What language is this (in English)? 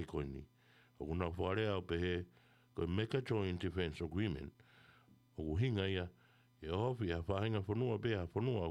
Tongan